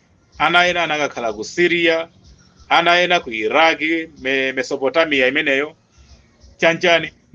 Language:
Nyanja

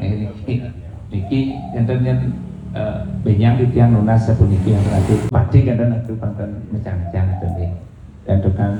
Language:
Balinese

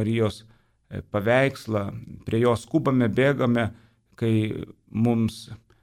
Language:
Lithuanian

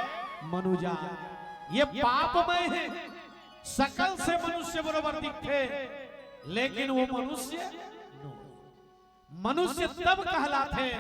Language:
Chhattisgarhi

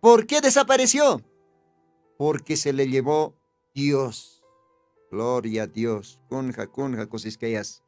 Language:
Aymara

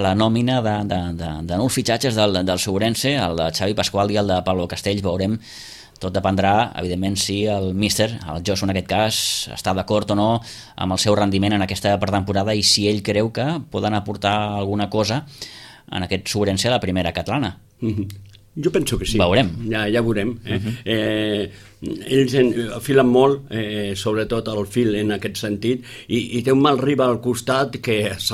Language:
Catalan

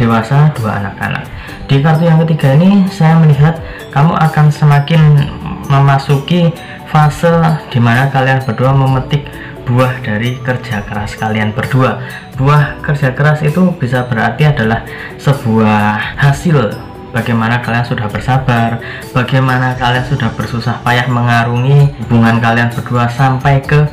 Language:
Indonesian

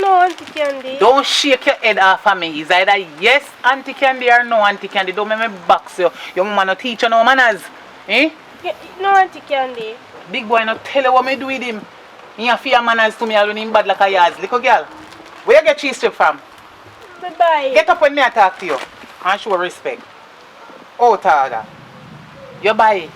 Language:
Jamaican Creole English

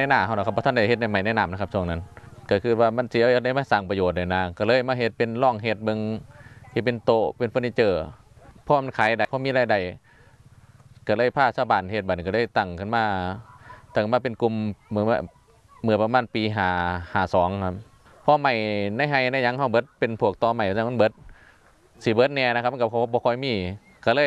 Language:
Thai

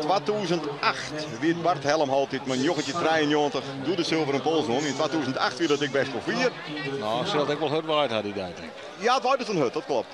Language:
Western Frisian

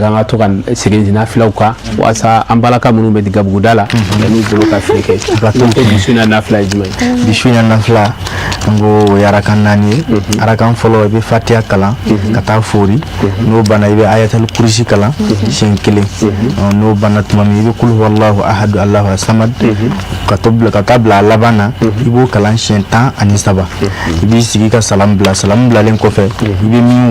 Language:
Bambara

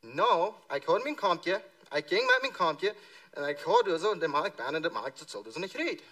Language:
Plautdietsch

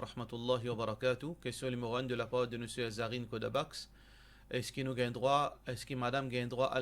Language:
Morisyen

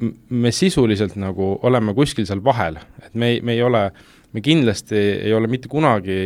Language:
Estonian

